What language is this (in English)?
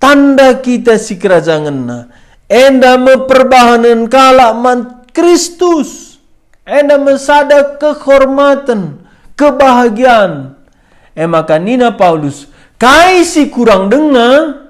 Batak Karo